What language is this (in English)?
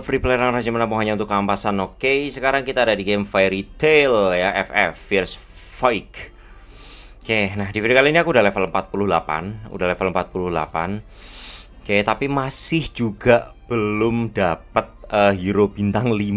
Indonesian